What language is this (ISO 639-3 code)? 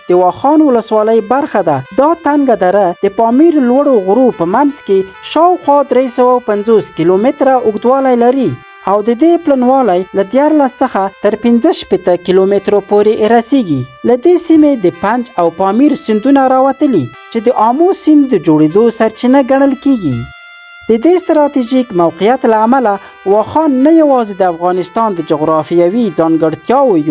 pus